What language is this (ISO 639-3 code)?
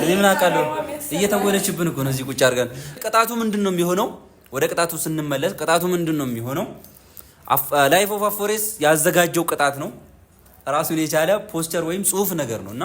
amh